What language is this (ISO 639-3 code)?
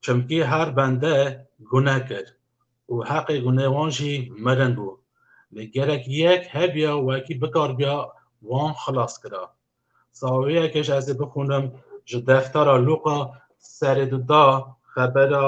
kur